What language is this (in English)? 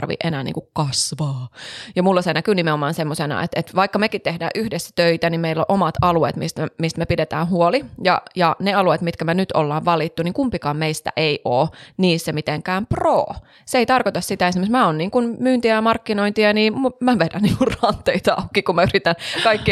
Finnish